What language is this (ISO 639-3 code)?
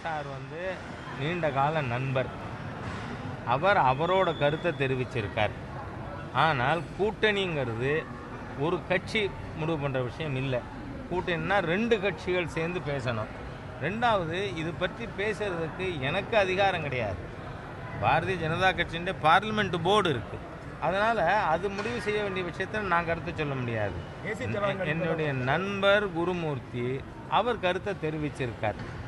tam